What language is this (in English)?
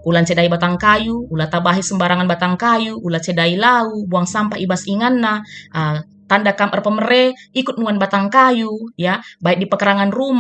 Batak Karo